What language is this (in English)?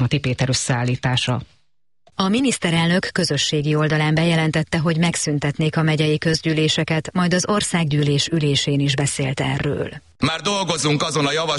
Hungarian